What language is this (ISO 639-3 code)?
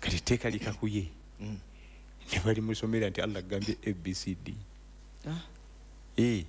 lug